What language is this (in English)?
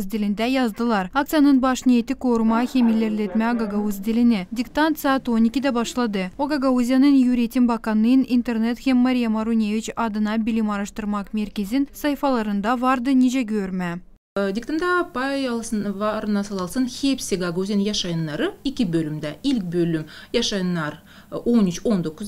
Gagauz